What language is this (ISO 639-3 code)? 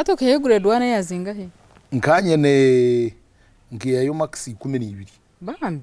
nyn